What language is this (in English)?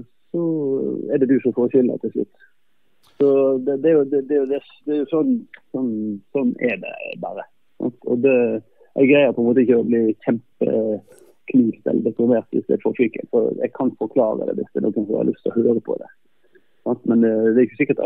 Norwegian